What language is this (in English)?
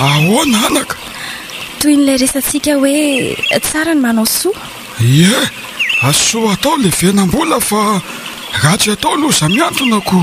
Malagasy